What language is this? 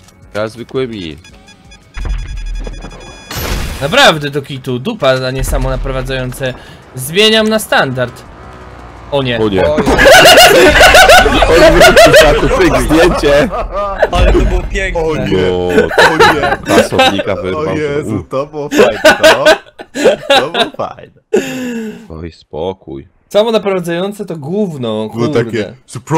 Polish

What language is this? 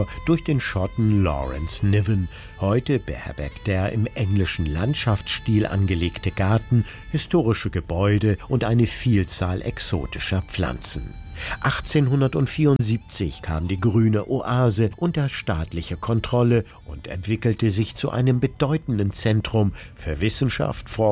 German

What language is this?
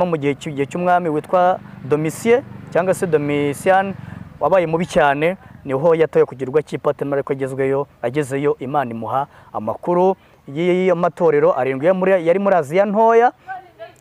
Kinyarwanda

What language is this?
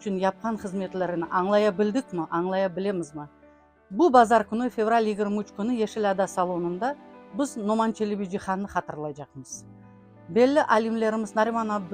Crimean Tatar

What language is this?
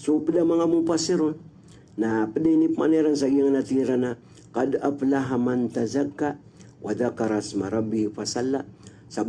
Maranao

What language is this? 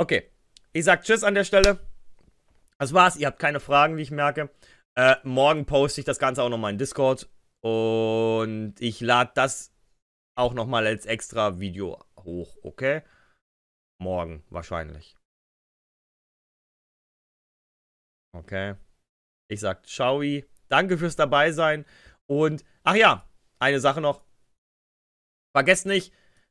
German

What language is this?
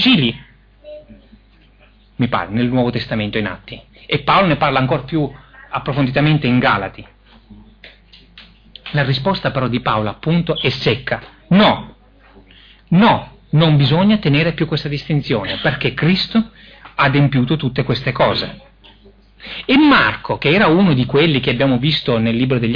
Italian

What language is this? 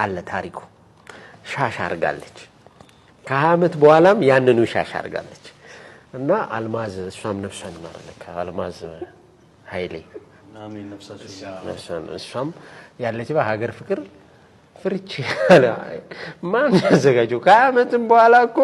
Amharic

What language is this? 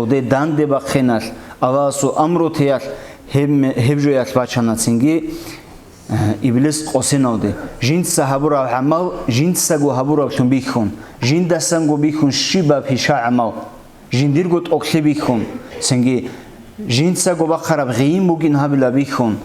Avaric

